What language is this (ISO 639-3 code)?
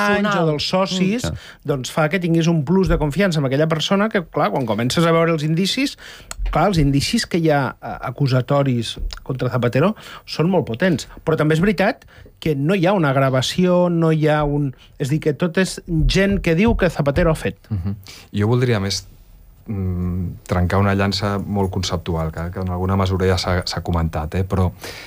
cat